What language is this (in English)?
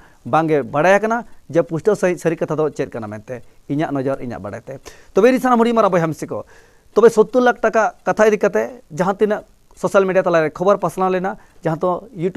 Santali